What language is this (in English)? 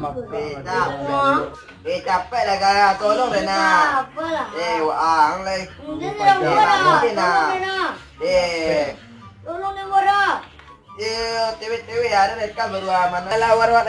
Minangkabau